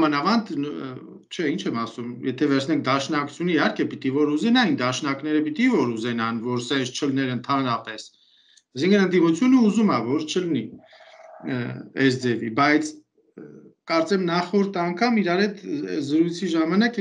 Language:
Armenian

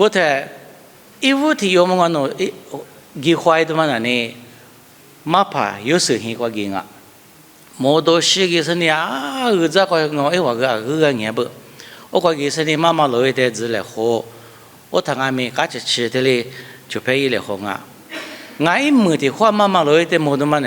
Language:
Lisu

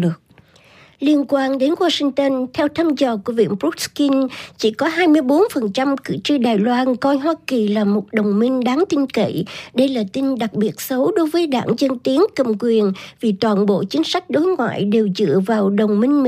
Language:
Vietnamese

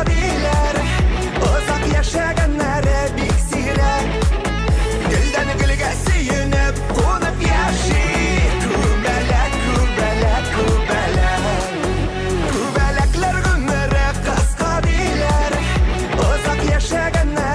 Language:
Bashkir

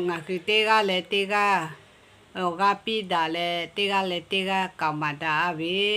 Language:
Lahu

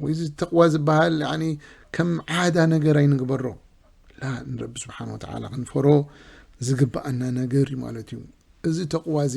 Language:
Tigrinya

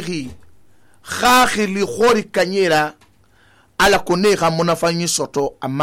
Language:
Susu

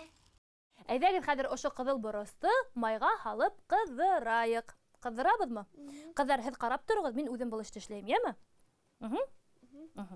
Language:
Bashkir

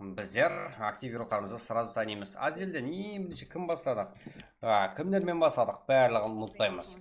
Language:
Kara-Kalpak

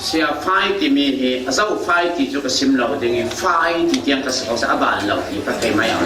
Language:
Falam Chin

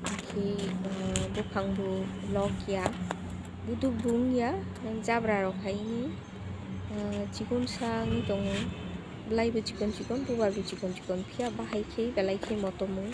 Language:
Kok Borok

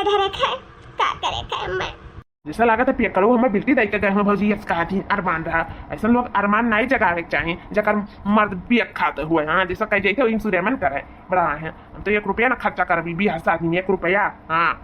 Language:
Awadhi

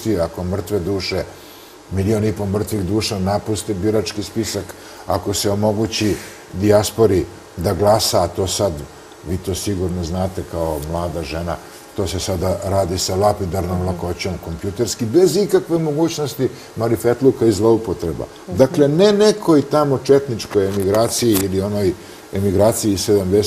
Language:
Serbian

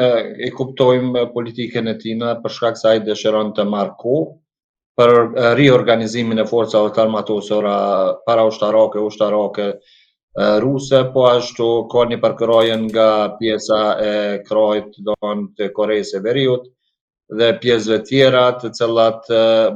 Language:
Albanian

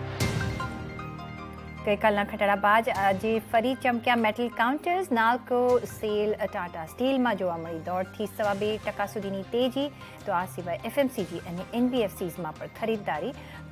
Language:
Gujarati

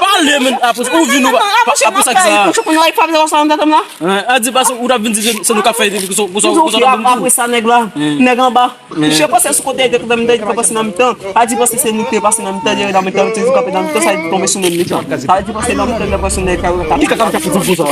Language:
Haitian Creole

